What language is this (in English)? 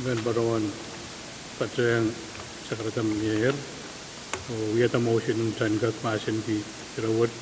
Pohnpeian